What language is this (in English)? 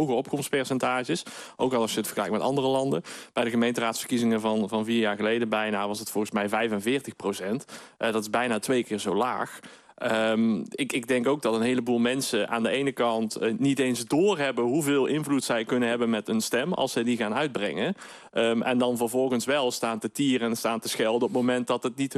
Dutch